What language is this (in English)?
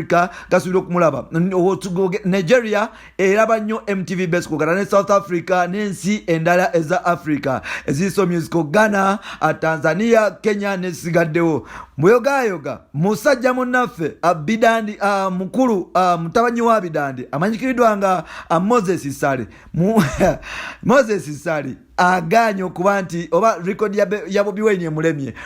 Ganda